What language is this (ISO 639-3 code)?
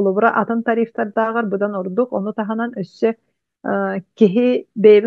sah